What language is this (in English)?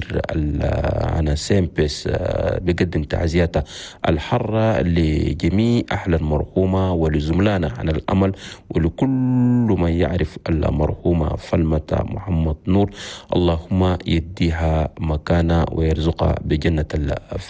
Chadian Arabic